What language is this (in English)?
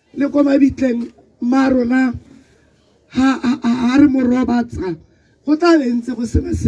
Tswana